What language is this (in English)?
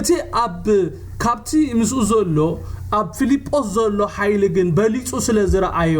Tigrinya